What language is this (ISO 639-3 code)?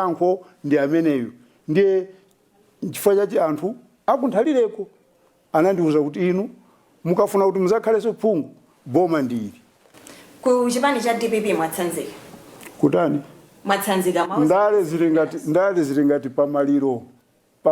nya